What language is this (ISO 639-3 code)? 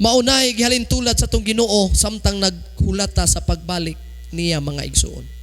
ceb